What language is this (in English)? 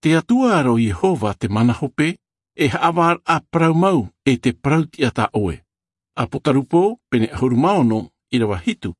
Albanian